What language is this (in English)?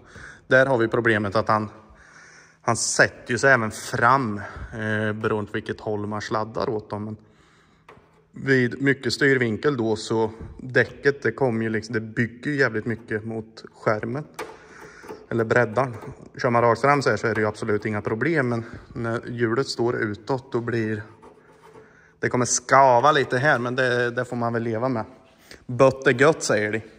Swedish